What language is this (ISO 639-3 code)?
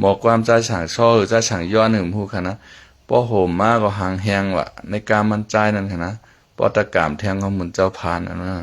shn